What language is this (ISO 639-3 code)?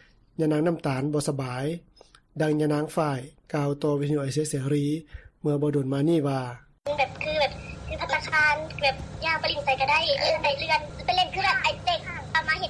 lao